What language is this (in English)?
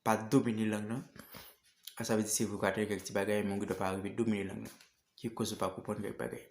Haitian Creole